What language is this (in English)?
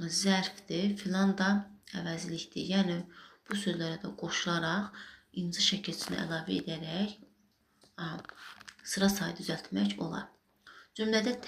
Azerbaijani